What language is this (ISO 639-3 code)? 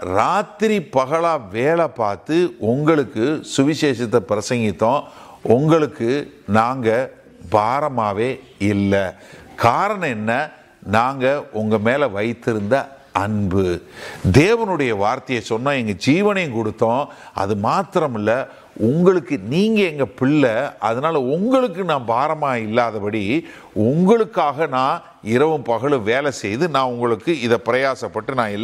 tam